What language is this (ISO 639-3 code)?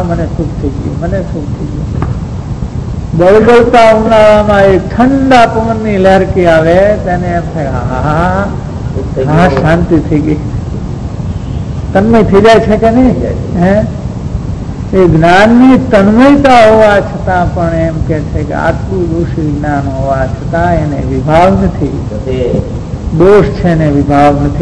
guj